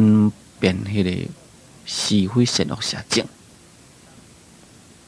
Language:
Min Nan Chinese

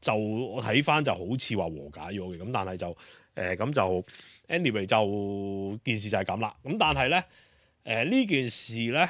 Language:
Cantonese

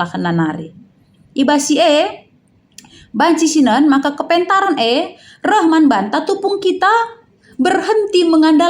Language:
Batak Karo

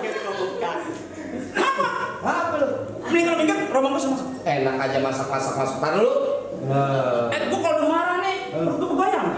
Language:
Betawi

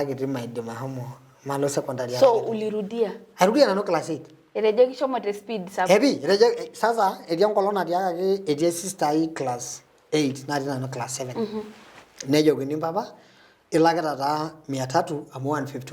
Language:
Masai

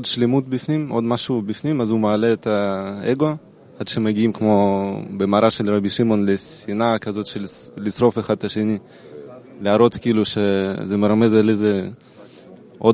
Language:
Hebrew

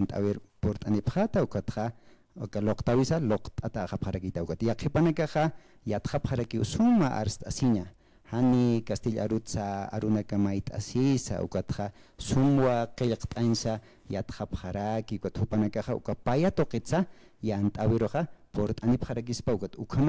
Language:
Aymara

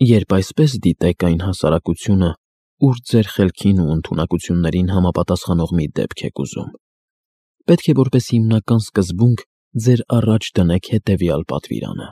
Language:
Armenian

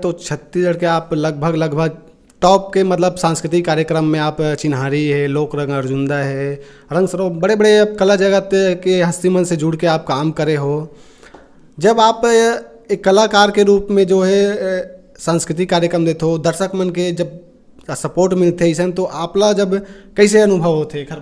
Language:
Chhattisgarhi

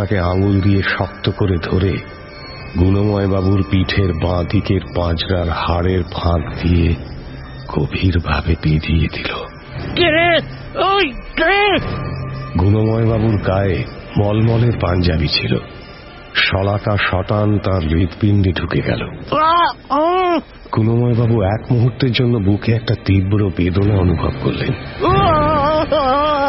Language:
Bangla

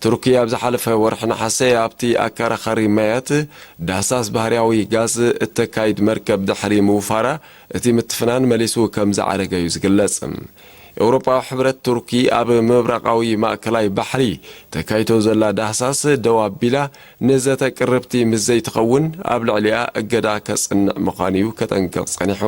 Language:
Tigrinya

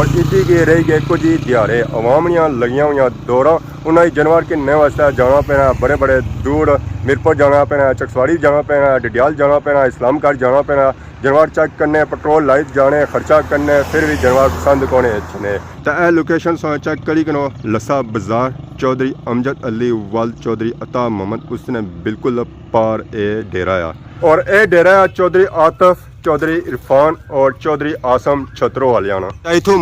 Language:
Pahari-Potwari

